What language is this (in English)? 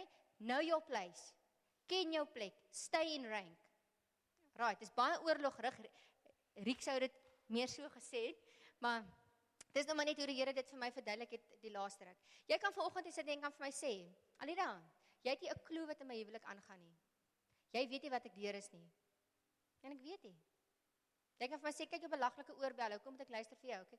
Afrikaans